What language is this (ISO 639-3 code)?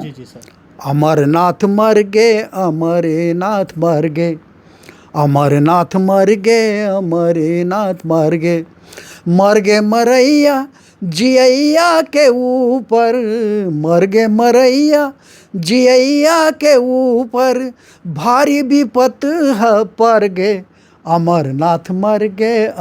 hne